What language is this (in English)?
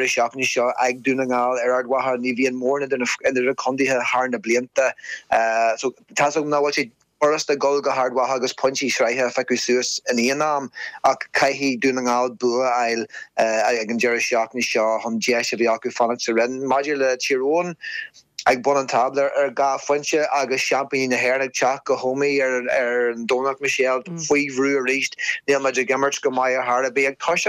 Irish